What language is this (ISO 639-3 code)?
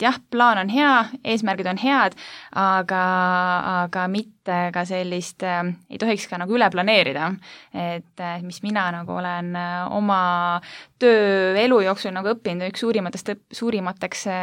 est